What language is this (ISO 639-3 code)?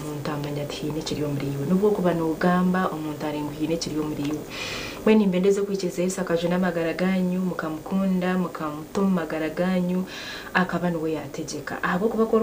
nyn